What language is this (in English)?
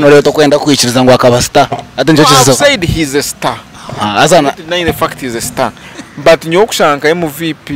Nyankole